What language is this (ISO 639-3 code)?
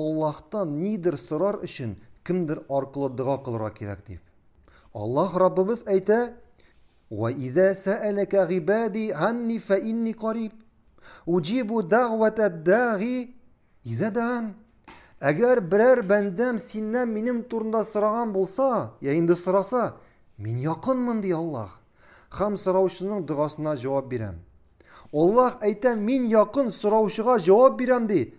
tat